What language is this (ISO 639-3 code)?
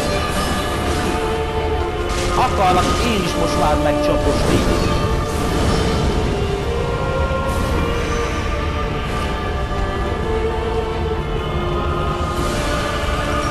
hun